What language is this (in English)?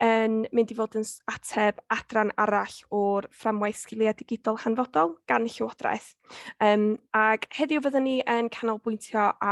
Welsh